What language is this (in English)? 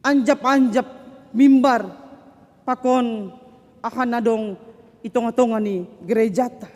Batak Simalungun